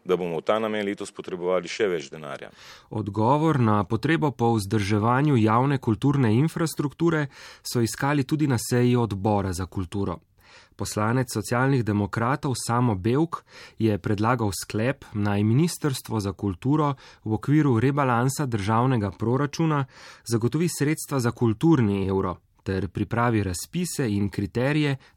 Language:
Slovenian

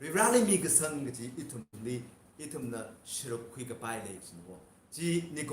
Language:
Tangkhul Naga (India)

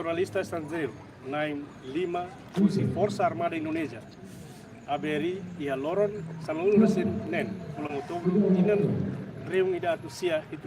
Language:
Tetum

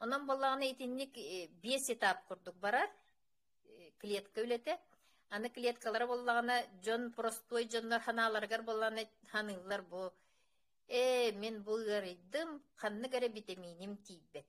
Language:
Yakut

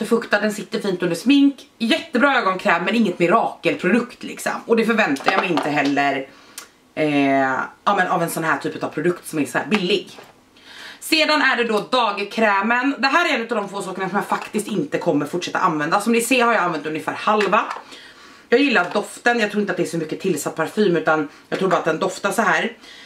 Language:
Swedish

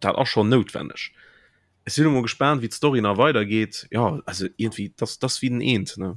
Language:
Luxembourgish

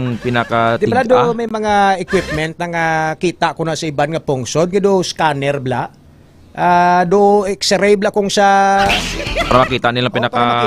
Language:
Hiligaynon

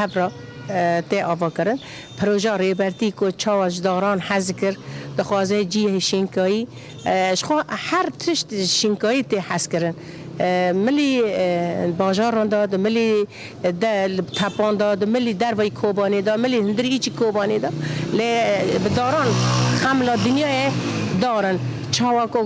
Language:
Kurdish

